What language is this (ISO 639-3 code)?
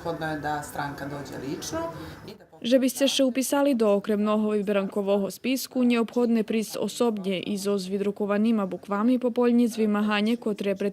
rue